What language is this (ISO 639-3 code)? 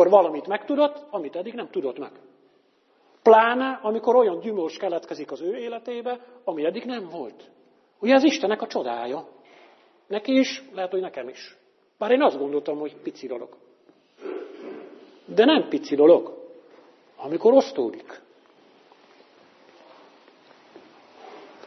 hun